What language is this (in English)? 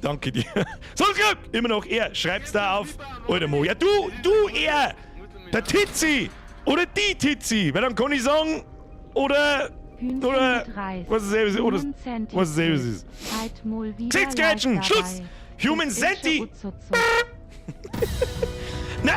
Bavarian